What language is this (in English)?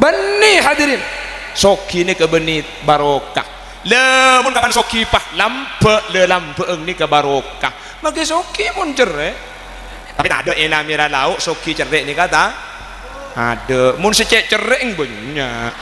Madurese